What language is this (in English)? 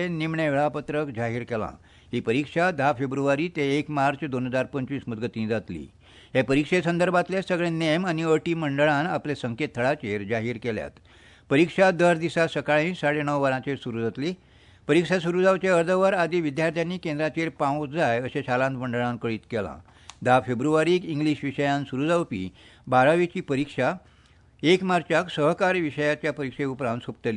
Konkani